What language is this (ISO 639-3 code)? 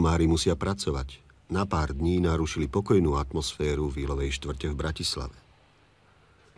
slk